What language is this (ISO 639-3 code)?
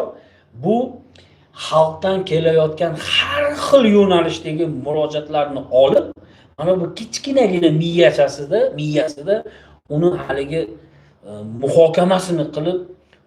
uzb